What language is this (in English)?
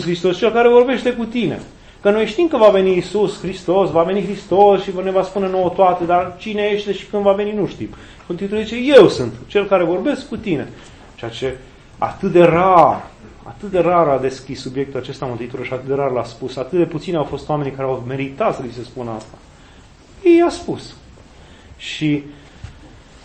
Romanian